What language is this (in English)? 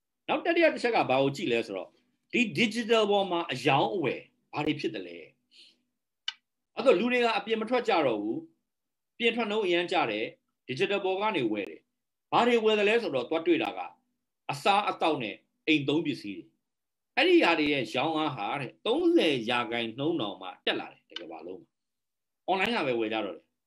Burmese